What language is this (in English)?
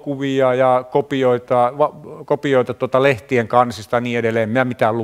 Finnish